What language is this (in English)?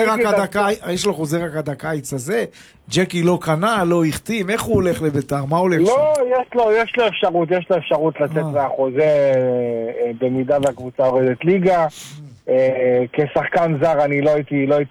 Hebrew